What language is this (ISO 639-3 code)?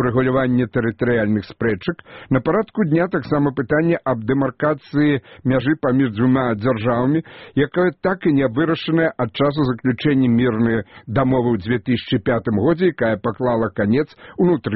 bel